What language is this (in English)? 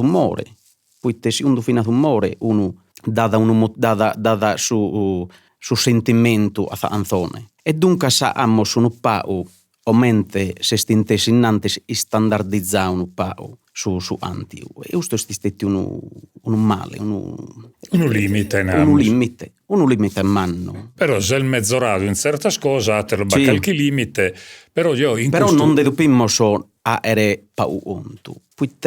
Sardinian